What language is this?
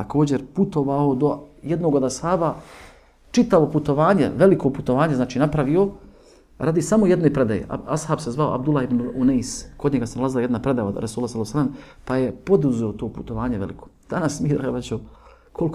Bosnian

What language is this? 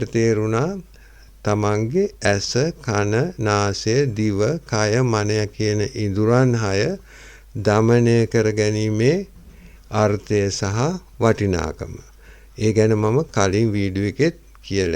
Sinhala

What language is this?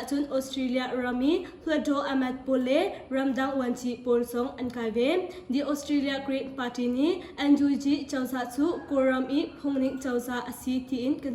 Hakha Chin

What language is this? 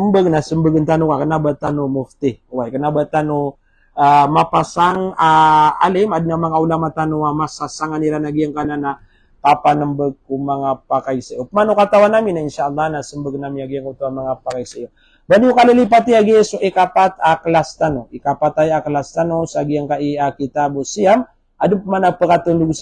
Maranao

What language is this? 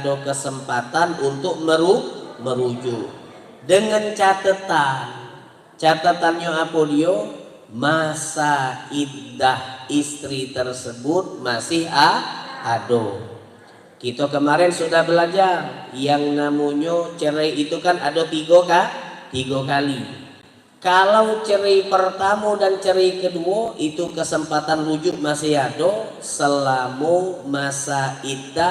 Musi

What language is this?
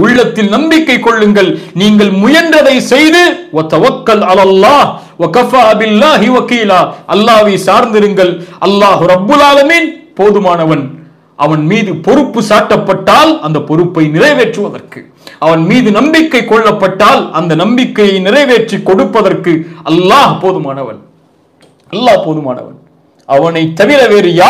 Tamil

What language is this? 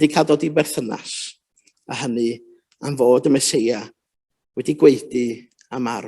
Welsh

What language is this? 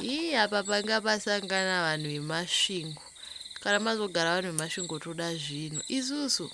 Shona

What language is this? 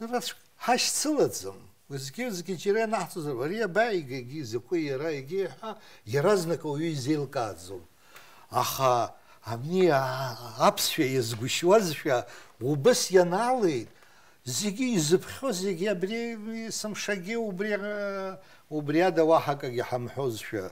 Abkhazian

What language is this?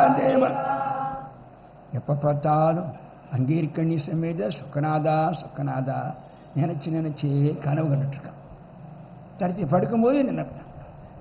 Tamil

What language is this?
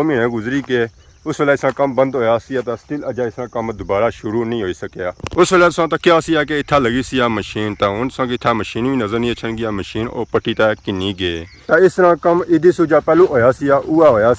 Pahari-Potwari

